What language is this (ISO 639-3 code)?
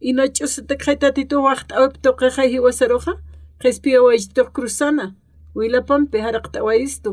aym